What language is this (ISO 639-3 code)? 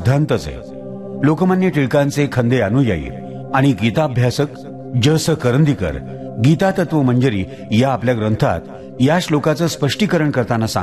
mar